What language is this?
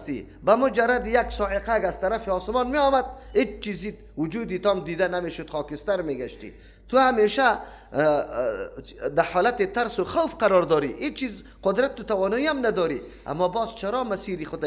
Persian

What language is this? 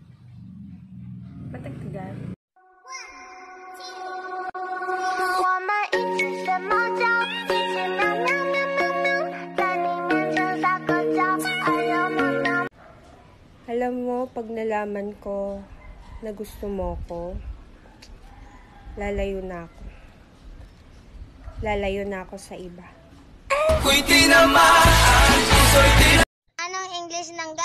Filipino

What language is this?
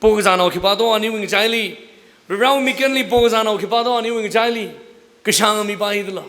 Tangkhul Naga (India)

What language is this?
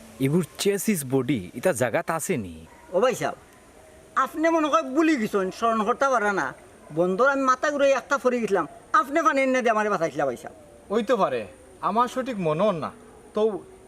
Sylheti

